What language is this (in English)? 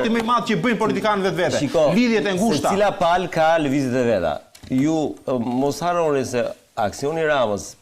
Albanian